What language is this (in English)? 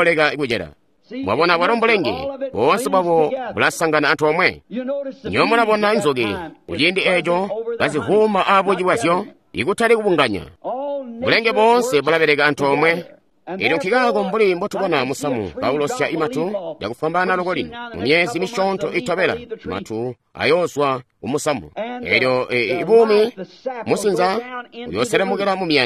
Tonga (Zambia)